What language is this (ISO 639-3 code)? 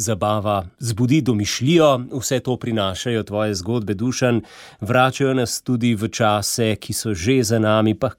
slv